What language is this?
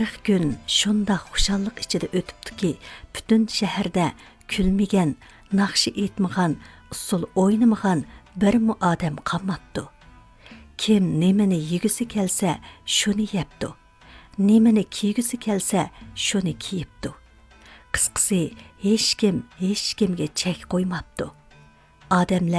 Uyghur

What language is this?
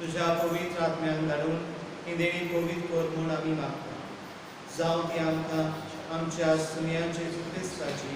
Konkani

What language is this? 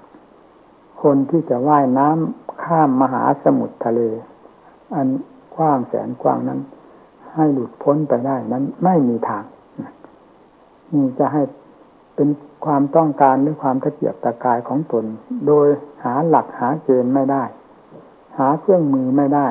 Thai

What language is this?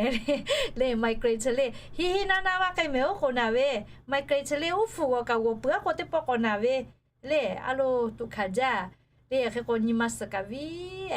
Lahu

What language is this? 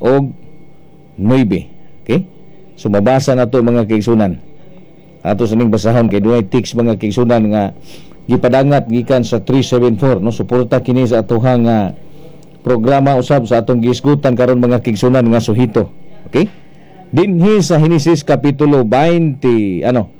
Cebuano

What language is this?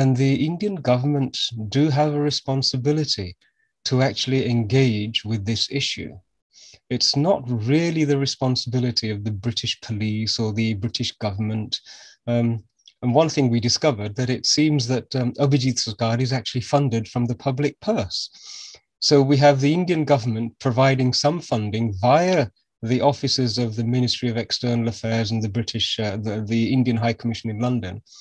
English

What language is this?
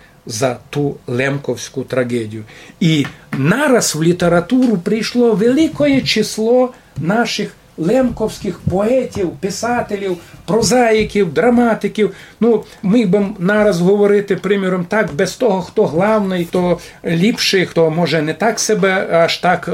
Rusyn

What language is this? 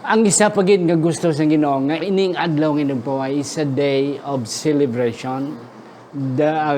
Hiligaynon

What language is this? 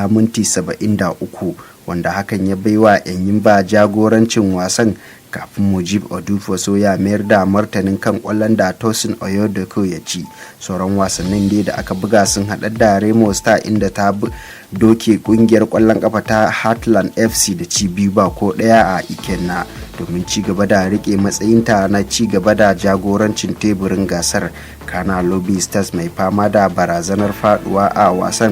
Hausa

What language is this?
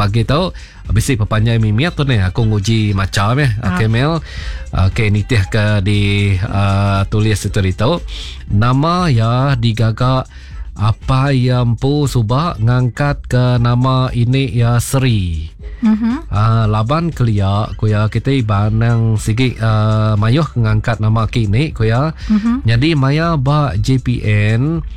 Iban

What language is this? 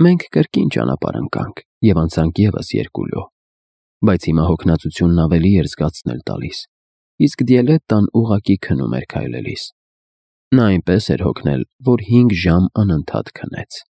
Armenian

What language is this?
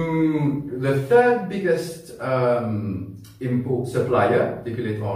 Morisyen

